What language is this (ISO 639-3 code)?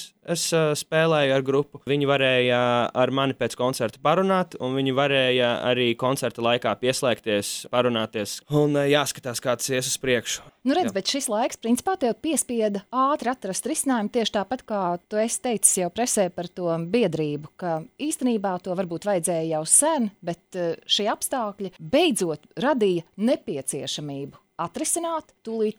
lav